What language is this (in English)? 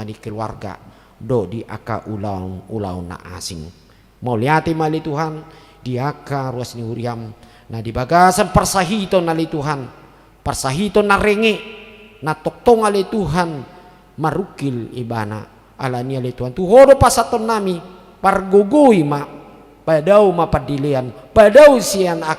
Batak Toba